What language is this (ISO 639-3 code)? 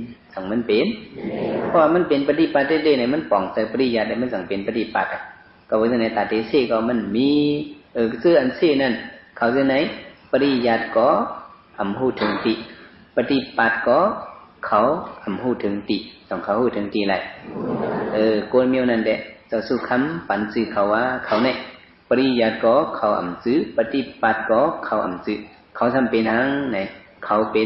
shn